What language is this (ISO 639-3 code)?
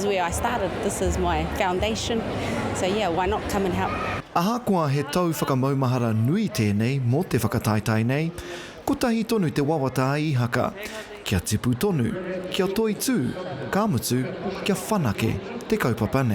mri